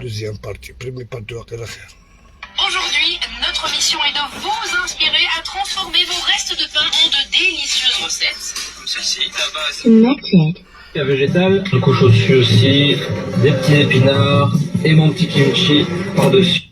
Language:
Algerian Arabic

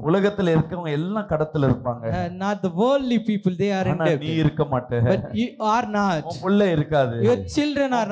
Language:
Tamil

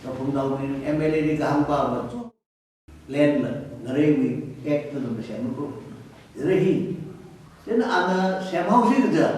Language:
Tangkhul Naga (India)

